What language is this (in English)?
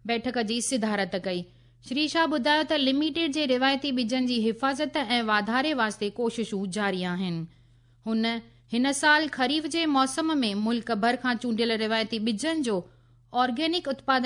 Sindhi